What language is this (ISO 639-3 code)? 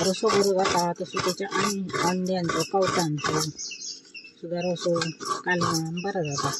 kok